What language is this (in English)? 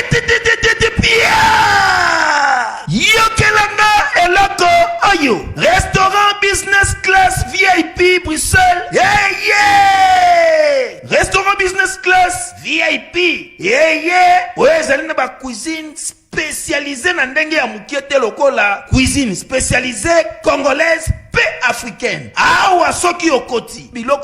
Lingala